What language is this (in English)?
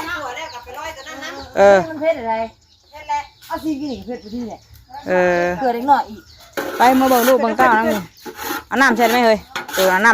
Northeastern Thai